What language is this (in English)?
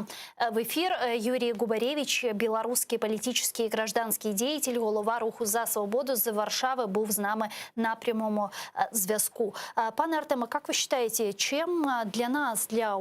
Crimean Tatar